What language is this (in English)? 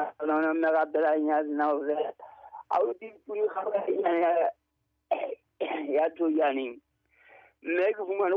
Southern Sotho